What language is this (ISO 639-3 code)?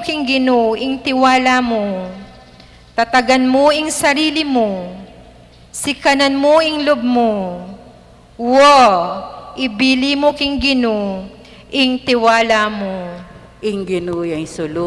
pam